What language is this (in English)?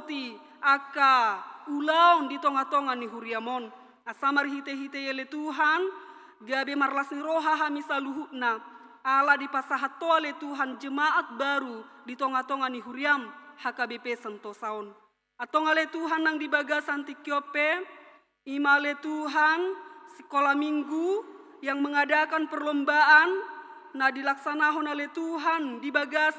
Batak Toba